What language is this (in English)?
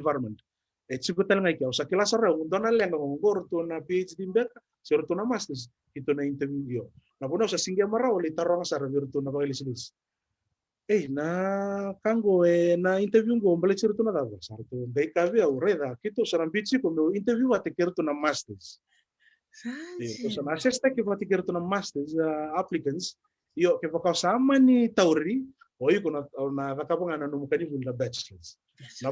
Fijian